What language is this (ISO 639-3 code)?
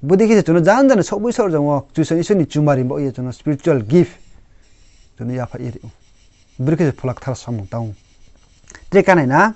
ria